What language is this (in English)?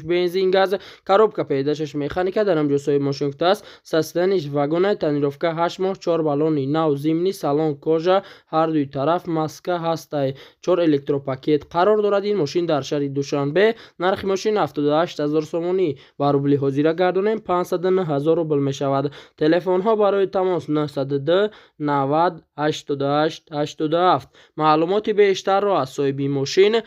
Tajik